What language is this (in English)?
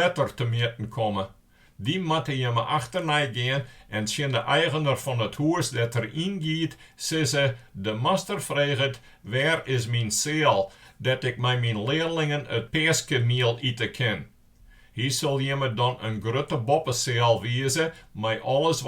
Western Frisian